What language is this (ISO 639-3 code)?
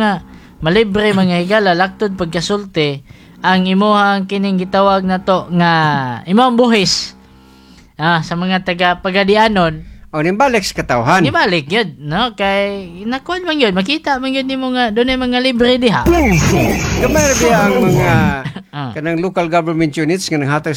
ceb